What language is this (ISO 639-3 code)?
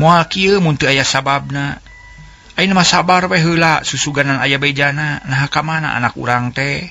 sun